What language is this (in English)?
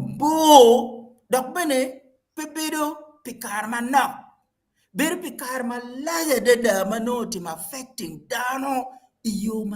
Acoli